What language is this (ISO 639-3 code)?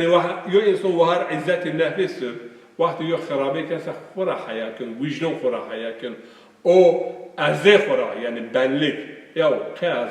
zza